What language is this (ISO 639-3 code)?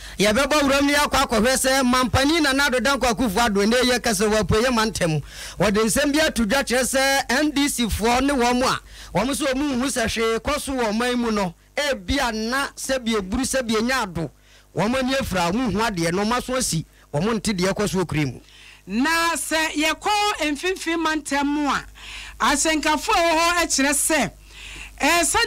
aka